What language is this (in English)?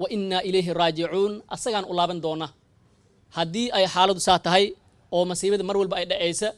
Somali